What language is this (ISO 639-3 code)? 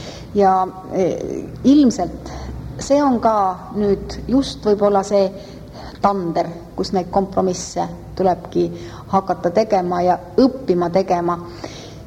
est